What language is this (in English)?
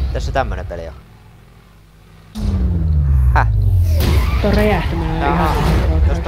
Finnish